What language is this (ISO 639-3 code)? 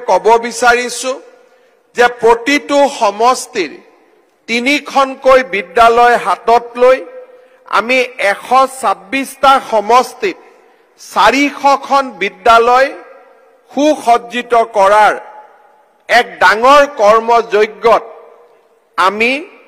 asm